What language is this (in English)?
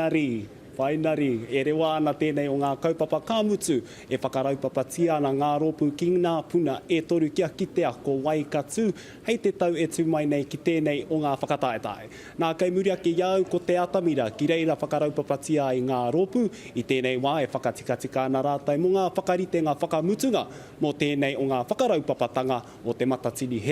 Māori